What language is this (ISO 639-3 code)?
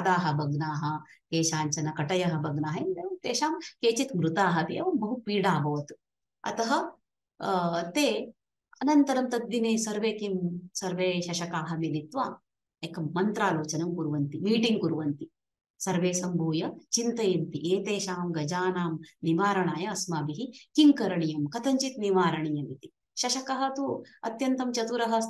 san